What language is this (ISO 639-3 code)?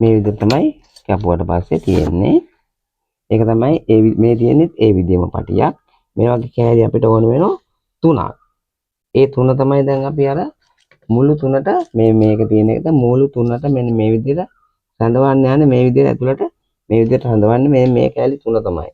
sin